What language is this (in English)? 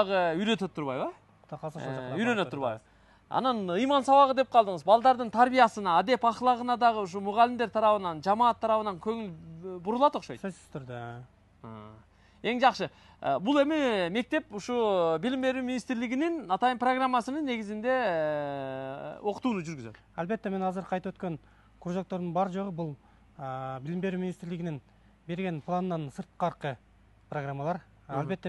Kyrgyz